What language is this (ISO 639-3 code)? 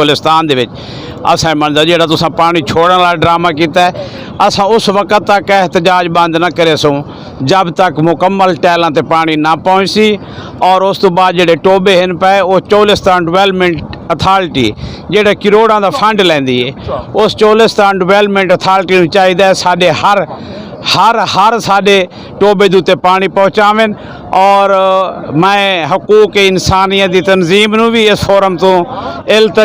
skr